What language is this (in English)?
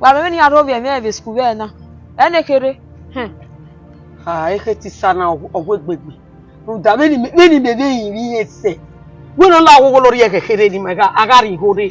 Bini